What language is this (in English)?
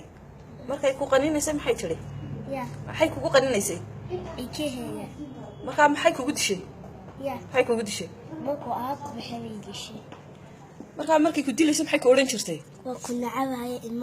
Somali